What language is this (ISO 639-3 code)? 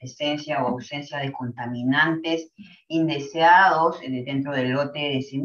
spa